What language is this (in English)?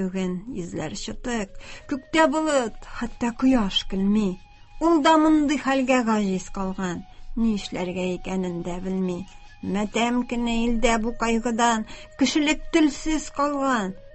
Tatar